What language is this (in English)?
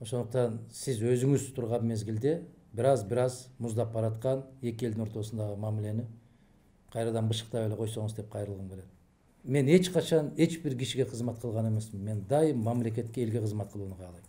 Kyrgyz